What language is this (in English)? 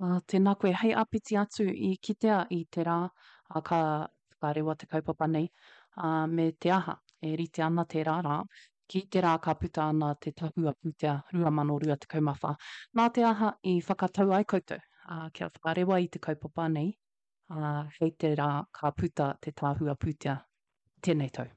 Māori